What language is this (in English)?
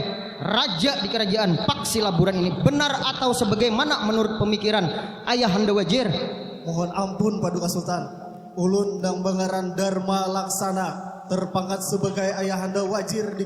Banjar